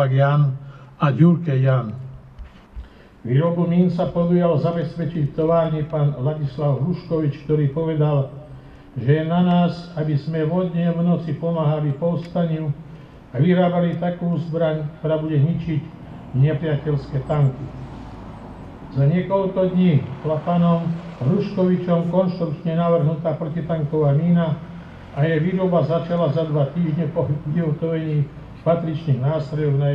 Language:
Slovak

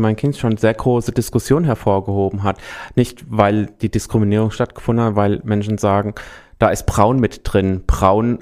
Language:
German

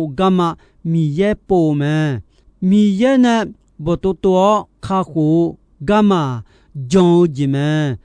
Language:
Akha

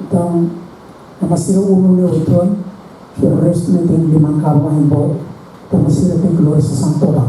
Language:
Tetum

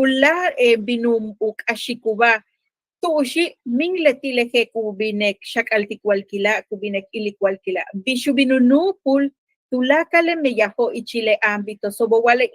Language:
Yucateco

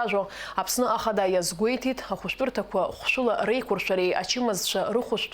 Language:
Abkhazian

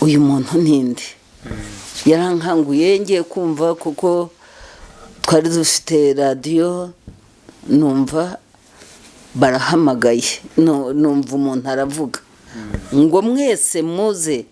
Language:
Kinyarwanda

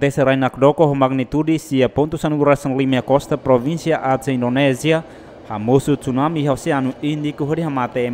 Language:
Tetum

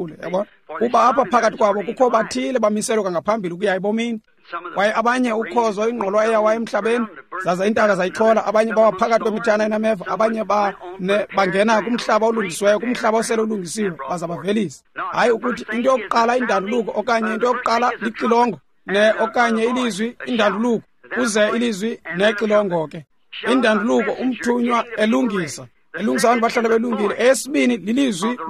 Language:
Xhosa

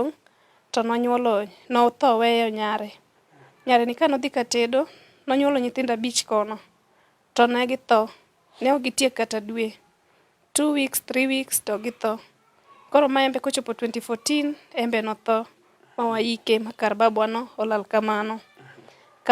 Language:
Luo (Kenya and Tanzania)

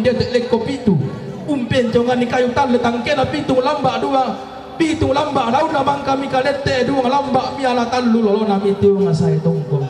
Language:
Toraja-Sa'dan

